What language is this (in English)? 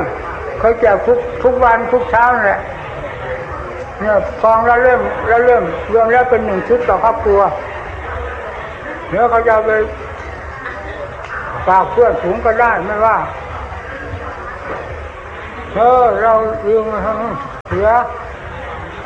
Thai